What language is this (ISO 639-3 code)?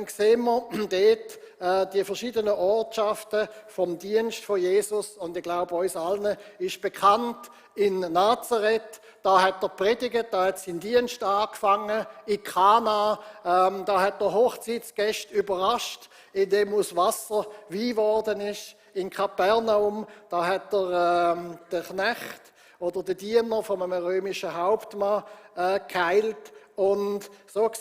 gsw